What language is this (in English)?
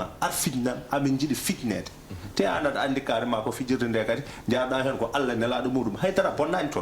Fula